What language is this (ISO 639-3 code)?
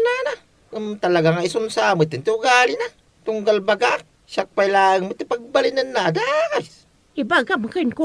ilo